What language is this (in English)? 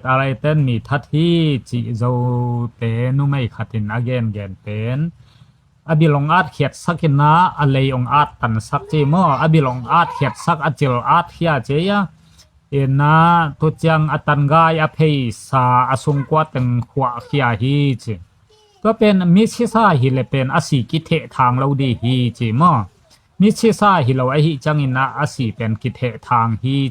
Tedim Chin